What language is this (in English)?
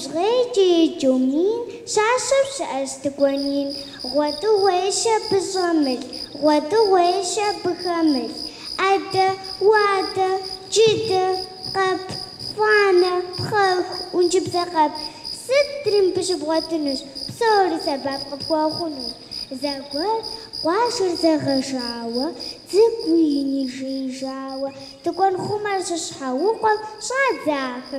Kabardian